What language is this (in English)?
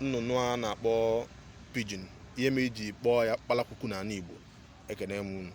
Igbo